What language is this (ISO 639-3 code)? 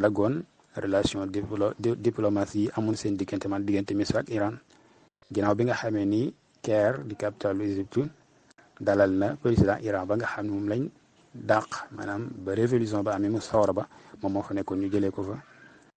wol